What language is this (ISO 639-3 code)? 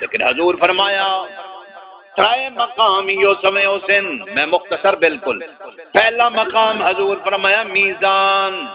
skr